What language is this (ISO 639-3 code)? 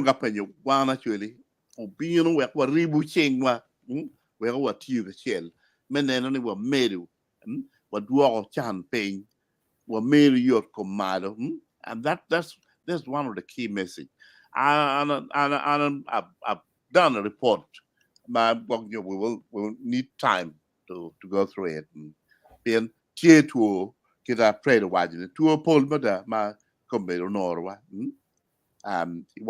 ach